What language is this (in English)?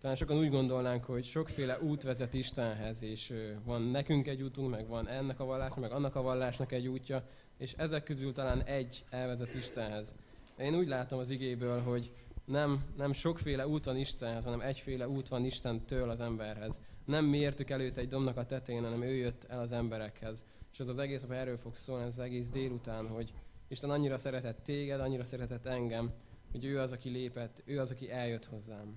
Hungarian